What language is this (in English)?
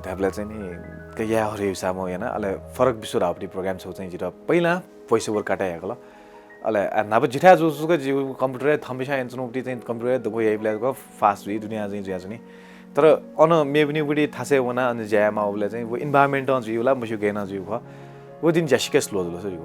Newari